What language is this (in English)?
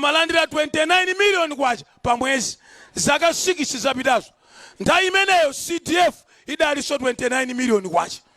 Nyanja